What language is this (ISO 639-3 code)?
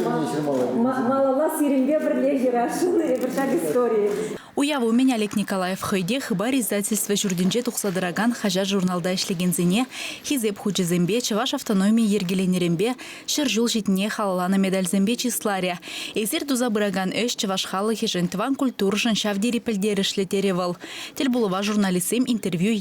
chv